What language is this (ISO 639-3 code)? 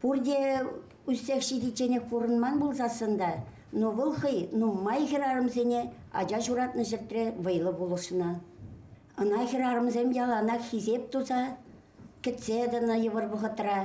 chv